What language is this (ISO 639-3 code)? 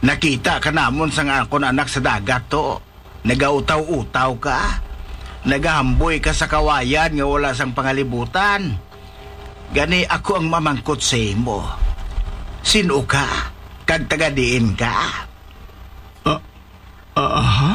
hil